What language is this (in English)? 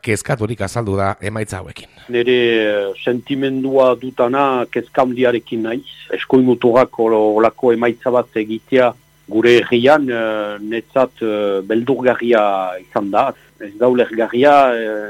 Basque